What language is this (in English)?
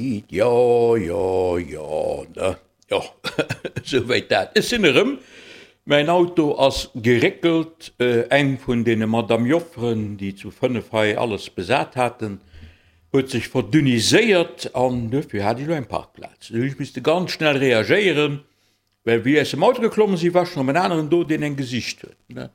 Luxembourgish